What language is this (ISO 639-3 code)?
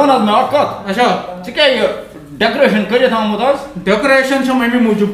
kas